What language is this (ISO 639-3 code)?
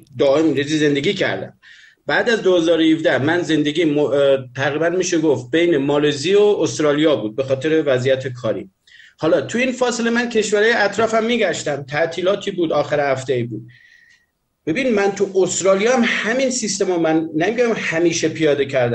fas